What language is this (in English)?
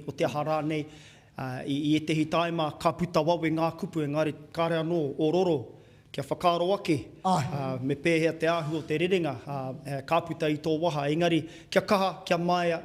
Māori